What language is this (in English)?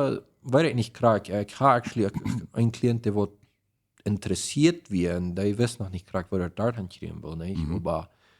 Plautdietsch